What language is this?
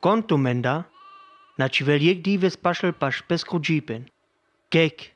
Sinte Romani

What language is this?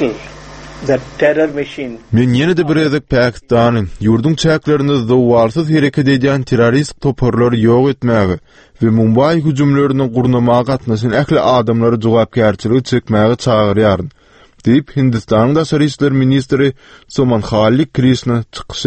Turkmen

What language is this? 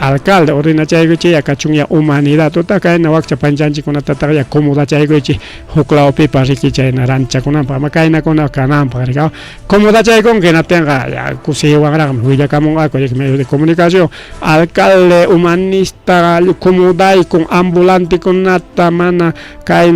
Ayacucho Quechua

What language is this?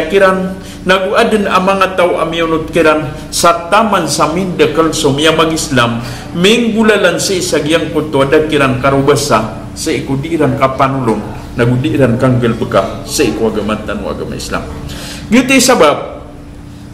Maranao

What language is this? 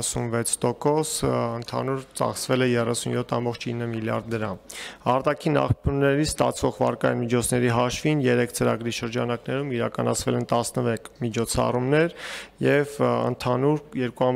Armenian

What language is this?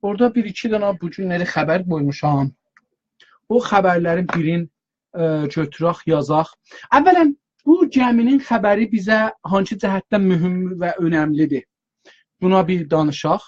South Azerbaijani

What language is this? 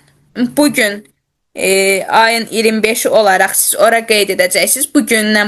Azerbaijani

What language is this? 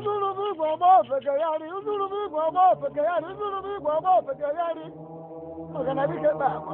Ewe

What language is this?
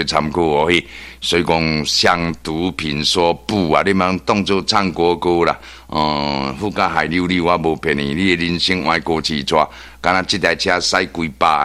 Min Nan Chinese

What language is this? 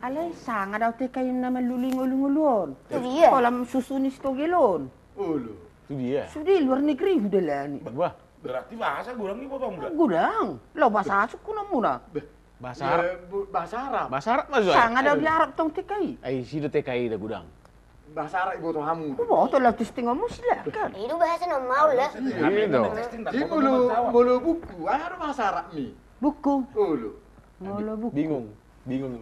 Batak Toba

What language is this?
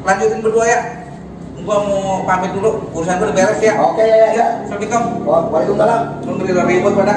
Betawi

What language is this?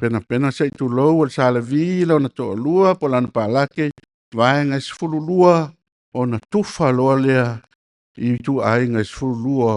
Samoan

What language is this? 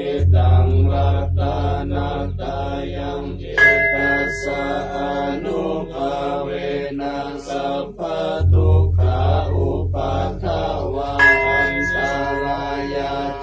Pali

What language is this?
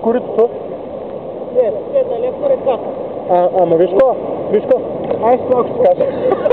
Bulgarian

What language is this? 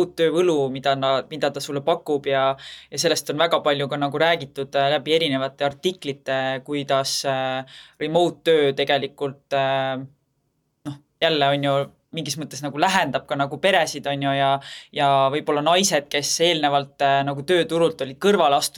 Estonian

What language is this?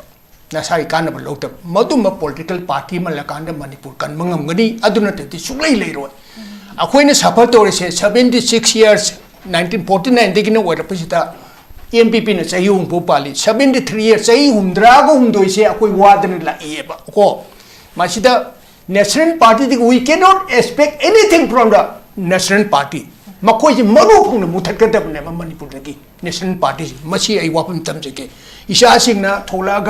Manipuri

